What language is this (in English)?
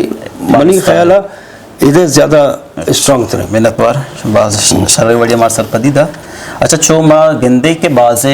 Eastern Balochi